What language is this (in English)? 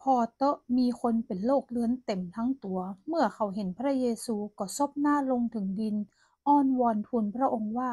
Northern Thai